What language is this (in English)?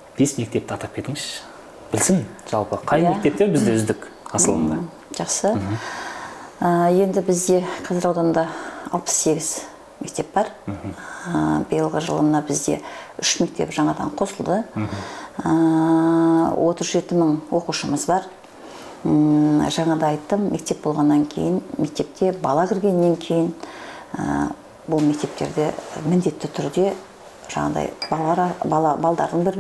Kazakh